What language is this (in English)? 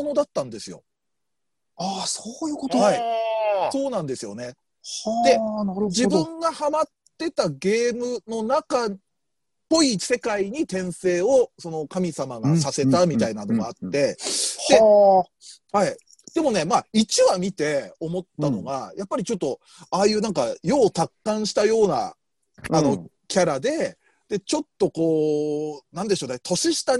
Japanese